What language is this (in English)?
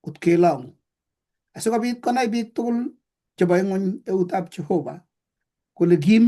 Kalenjin